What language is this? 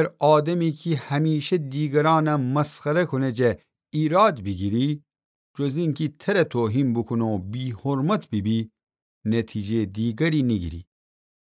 Gilaki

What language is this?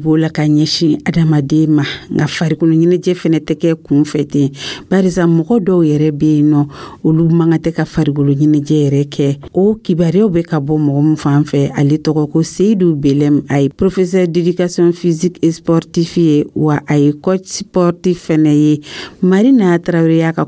Dyula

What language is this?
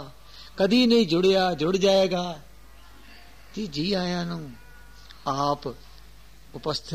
Punjabi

